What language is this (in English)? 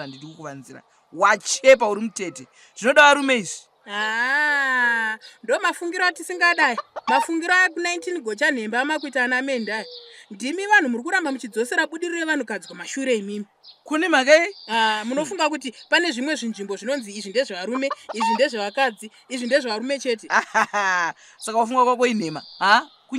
Shona